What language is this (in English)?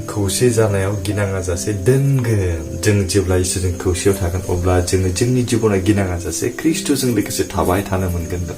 Bodo